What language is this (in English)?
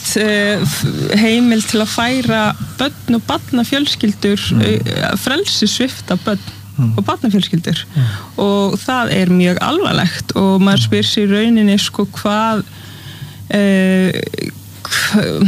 Icelandic